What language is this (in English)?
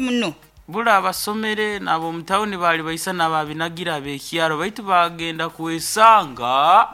Nyankole